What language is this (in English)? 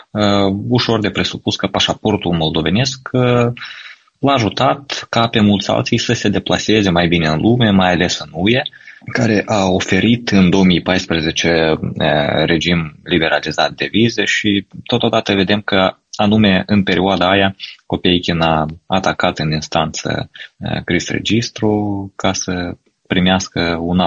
Romanian